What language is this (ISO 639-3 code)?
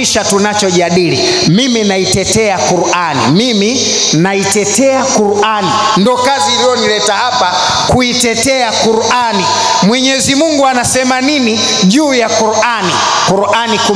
swa